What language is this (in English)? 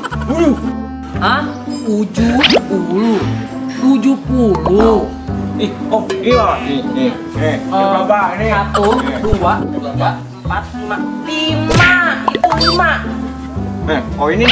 Betawi